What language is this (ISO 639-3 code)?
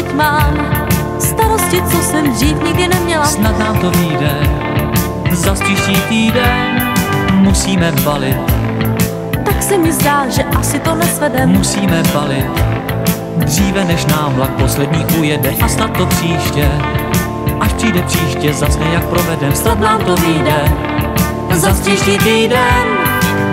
ces